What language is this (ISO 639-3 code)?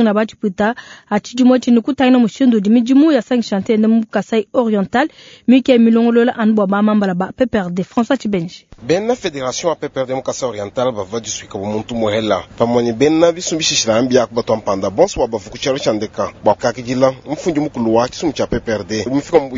lua